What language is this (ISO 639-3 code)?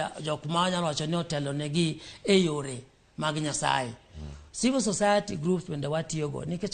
luo